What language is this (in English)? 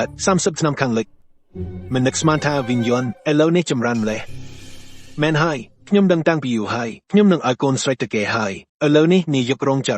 Khmer